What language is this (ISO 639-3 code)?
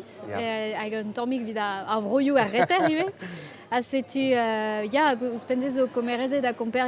bre